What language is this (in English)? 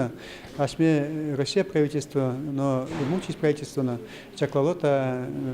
Udmurt